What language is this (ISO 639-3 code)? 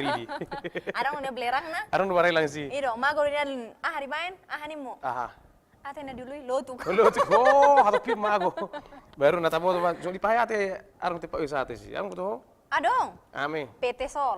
bbc